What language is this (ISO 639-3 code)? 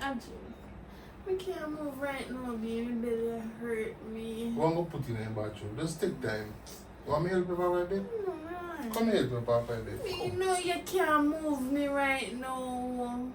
jam